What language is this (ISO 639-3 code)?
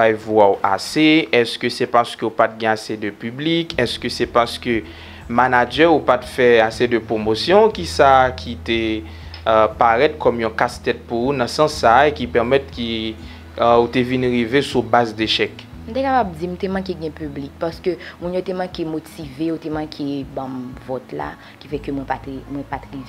hat